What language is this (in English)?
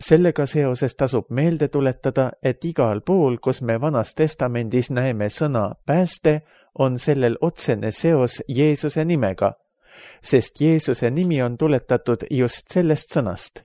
Estonian